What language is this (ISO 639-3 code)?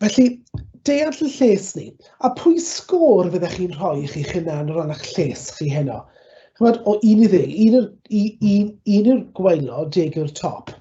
cym